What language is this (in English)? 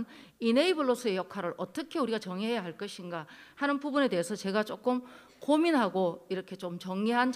Korean